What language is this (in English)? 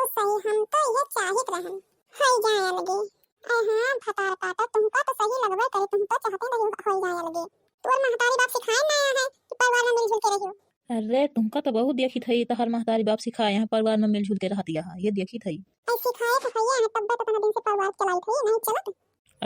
Awadhi